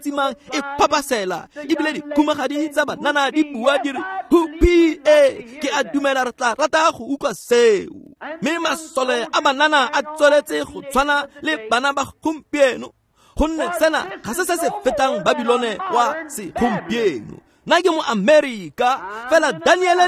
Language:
Tswana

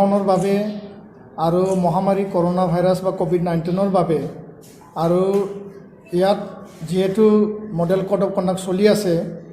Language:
Assamese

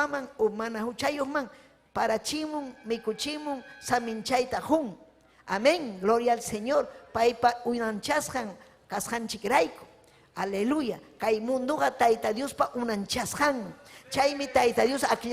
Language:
Ayacucho Quechua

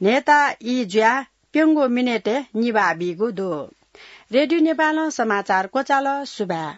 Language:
Newari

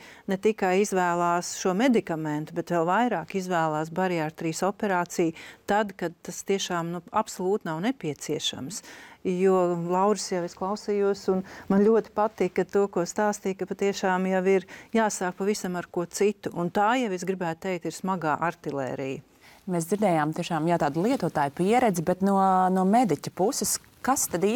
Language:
Latvian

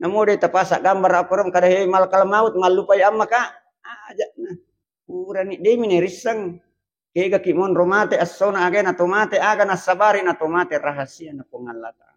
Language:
Buginese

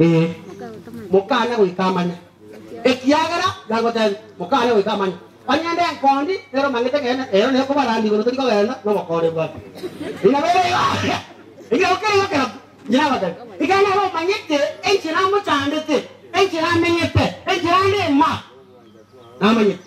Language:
Gusii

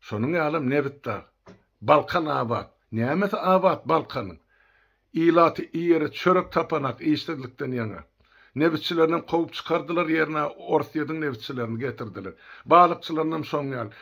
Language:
Turkmen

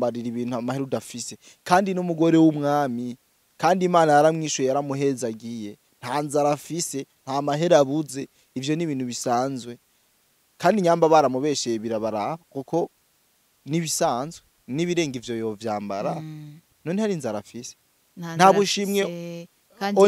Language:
Rundi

